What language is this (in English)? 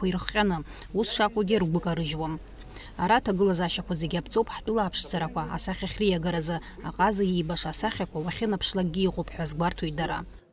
Abkhazian